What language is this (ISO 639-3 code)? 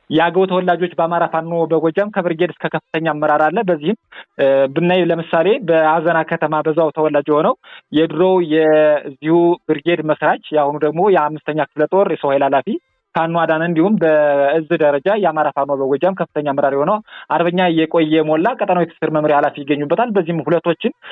amh